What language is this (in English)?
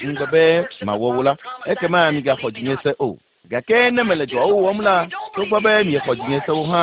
Ewe